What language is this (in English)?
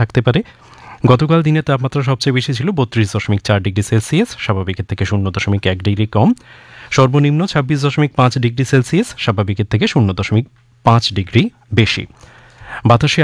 Bangla